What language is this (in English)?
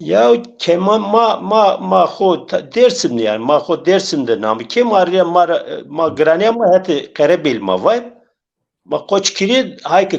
Zaza